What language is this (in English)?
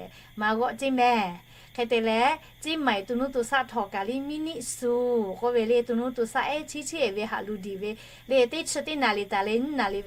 Lahu